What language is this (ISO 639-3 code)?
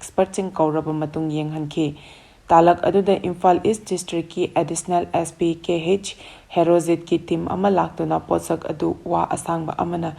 mni